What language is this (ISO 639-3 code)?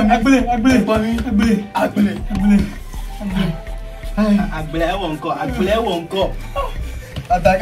ewe